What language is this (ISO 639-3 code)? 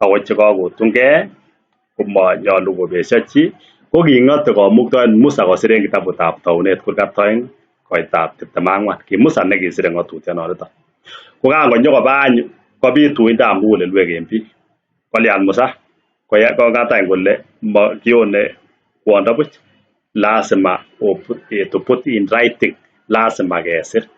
kln